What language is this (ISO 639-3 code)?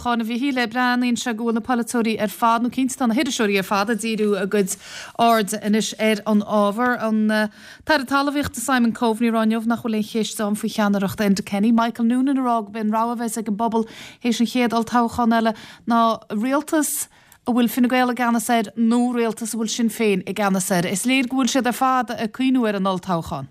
gle